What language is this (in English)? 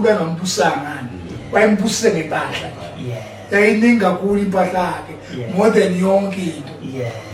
Zulu